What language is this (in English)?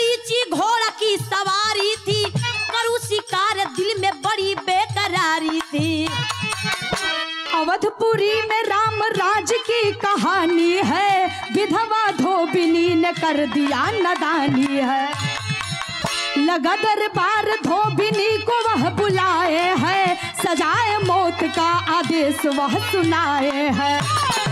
Bhojpuri